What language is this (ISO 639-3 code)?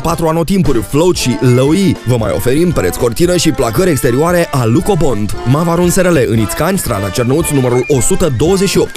ron